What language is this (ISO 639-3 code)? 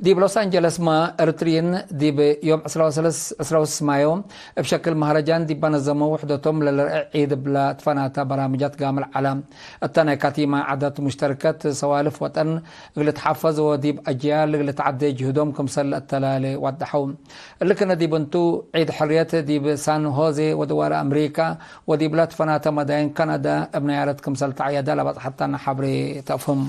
tig